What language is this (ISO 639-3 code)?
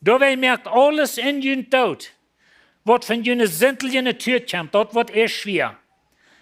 pdt